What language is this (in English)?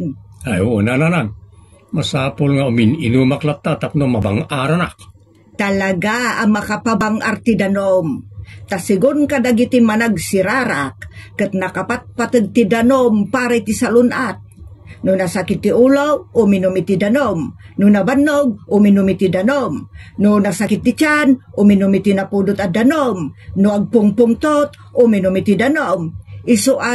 Iloko